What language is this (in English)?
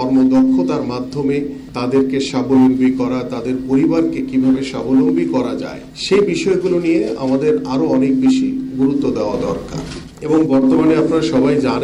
Bangla